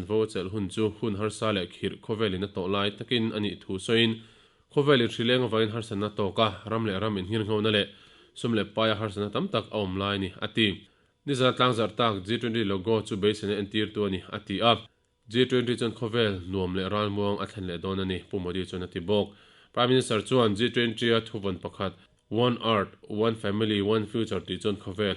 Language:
Mizo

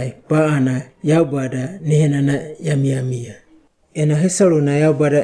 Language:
Wagawaga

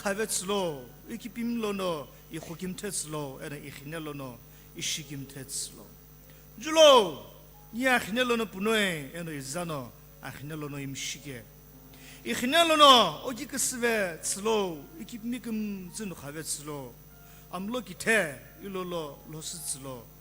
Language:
Sumi Naga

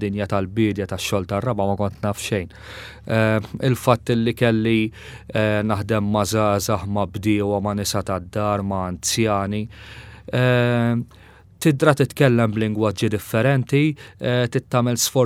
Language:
Maltese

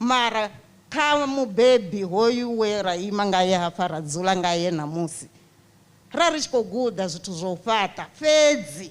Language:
Venda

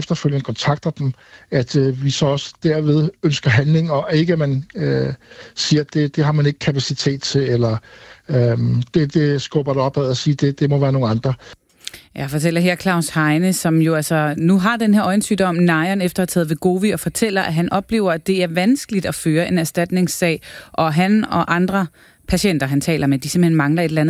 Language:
Danish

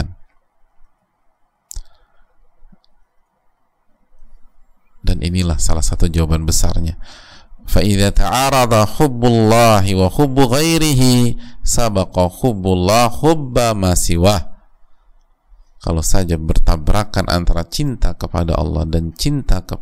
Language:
Indonesian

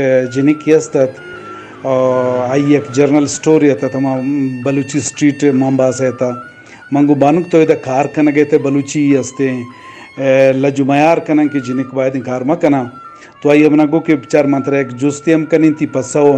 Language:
Eastern Balochi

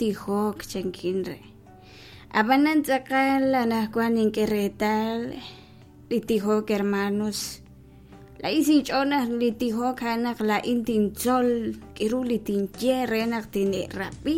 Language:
Kekchí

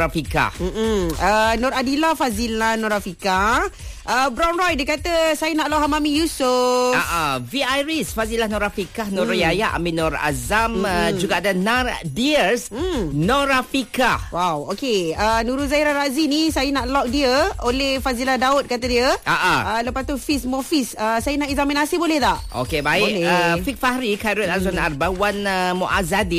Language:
Malay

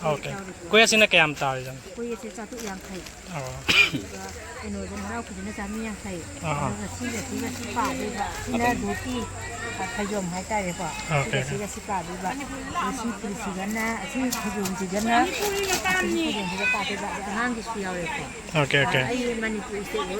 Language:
Manipuri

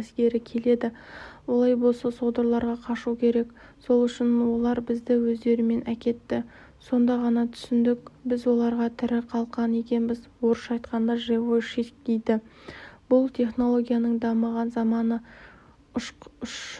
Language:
Kazakh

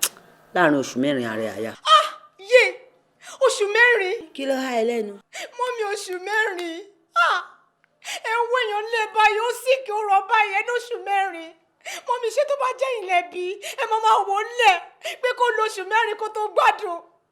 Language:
Yoruba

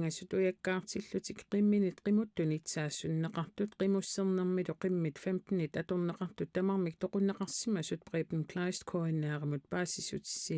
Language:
Kalaallisut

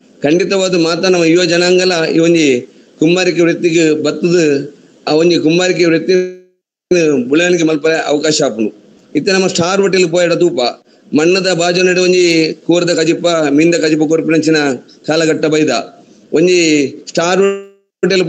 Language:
Tulu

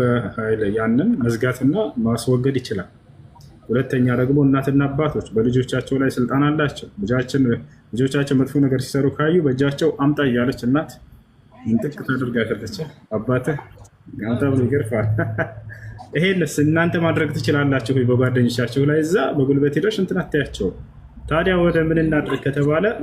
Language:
Amharic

